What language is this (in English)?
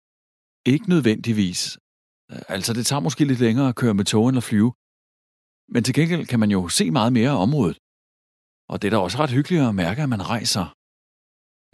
Danish